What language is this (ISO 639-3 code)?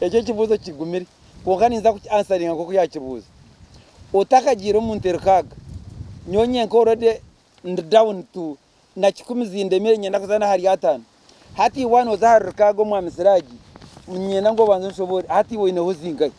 nyn